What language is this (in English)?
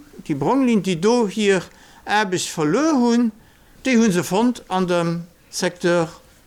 Luxembourgish